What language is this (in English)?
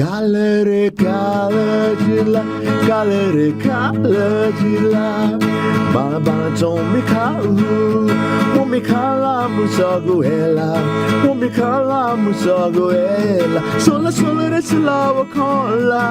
Newari